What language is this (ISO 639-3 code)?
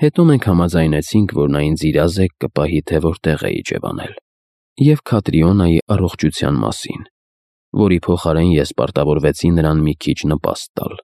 hye